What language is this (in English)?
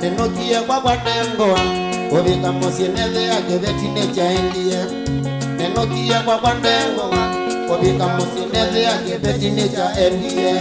Kamba